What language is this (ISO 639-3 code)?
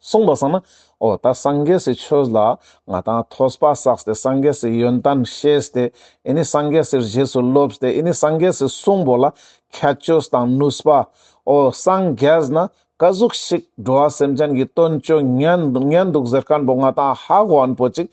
lbj